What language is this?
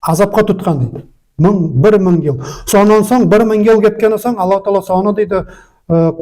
Nogai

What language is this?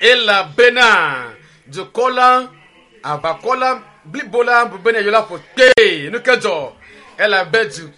Ewe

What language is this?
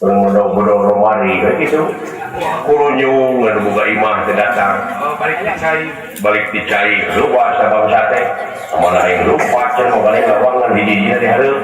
Sundanese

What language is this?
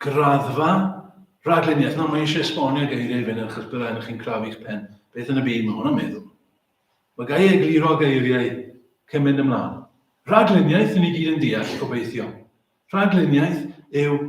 Welsh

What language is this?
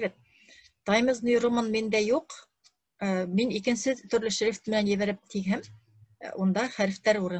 Bashkir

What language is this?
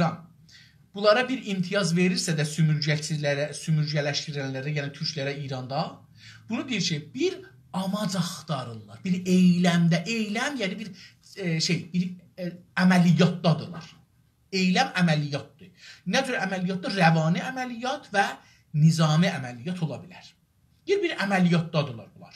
South Azerbaijani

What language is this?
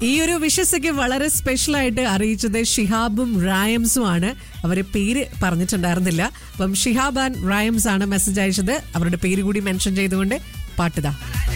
Malayalam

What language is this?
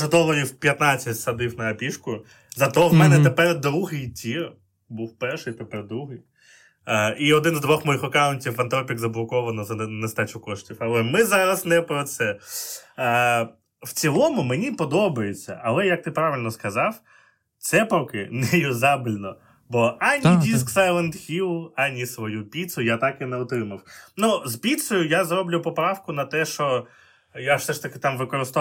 Ukrainian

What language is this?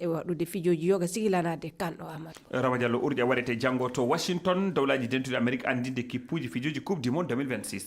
Fula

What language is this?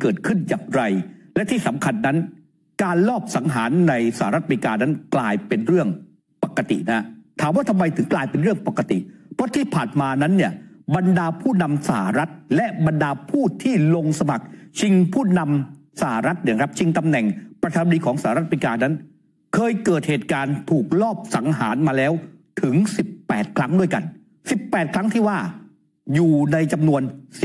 Thai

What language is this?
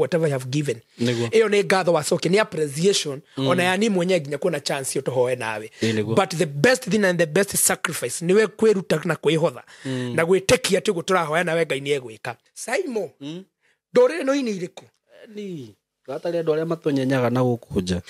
Kikuyu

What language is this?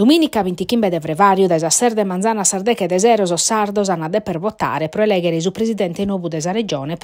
Sardinian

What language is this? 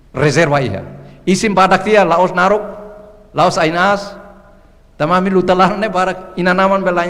Tetum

